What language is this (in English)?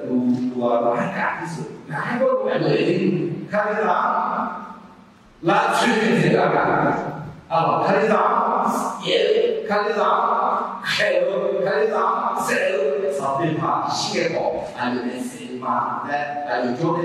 Akha